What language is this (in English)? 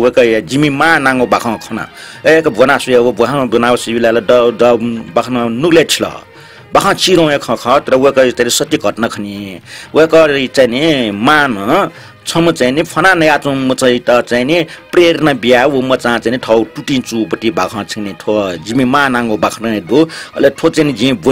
Newari